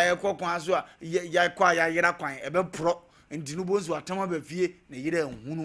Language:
Akan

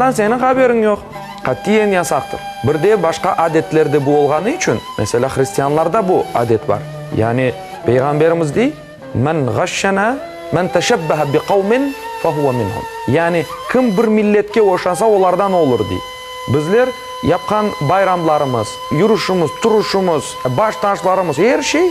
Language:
Crimean Tatar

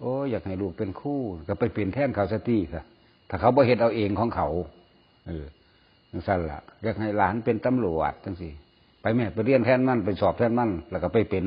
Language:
Northeastern Thai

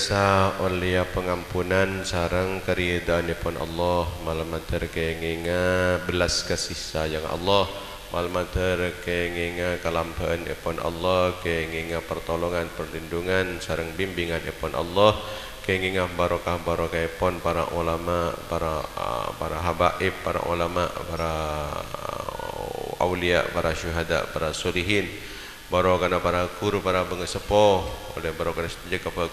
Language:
Madurese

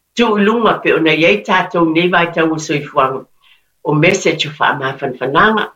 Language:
Samoan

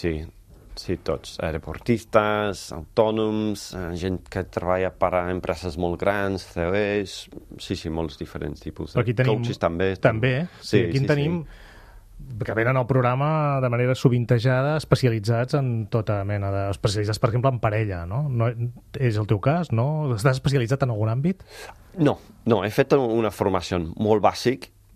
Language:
Catalan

